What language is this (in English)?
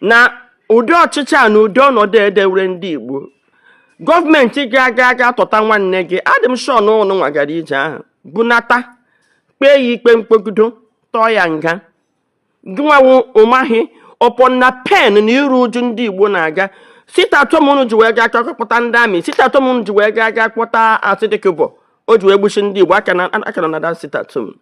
Igbo